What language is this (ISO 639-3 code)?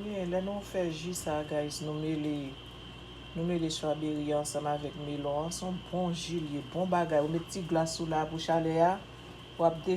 hat